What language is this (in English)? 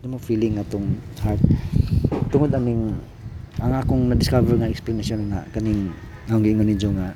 Cebuano